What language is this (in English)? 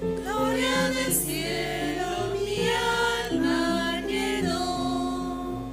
Aymara